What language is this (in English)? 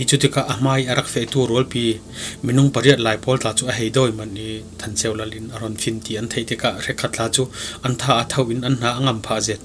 Falam Chin